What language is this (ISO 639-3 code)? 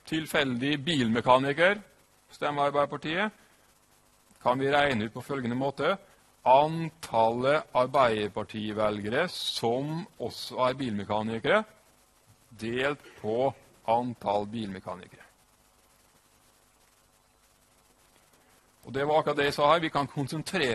nor